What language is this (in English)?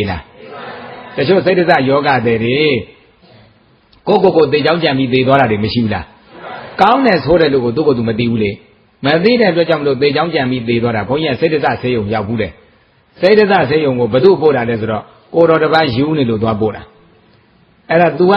Burmese